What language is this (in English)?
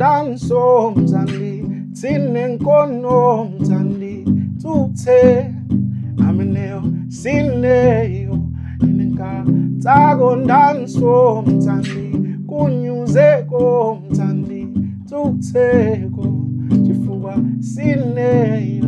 Nyanja